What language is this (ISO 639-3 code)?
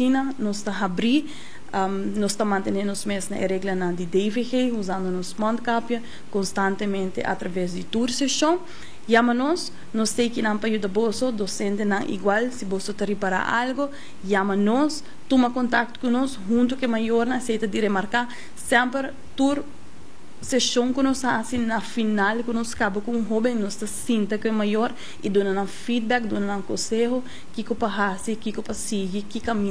pap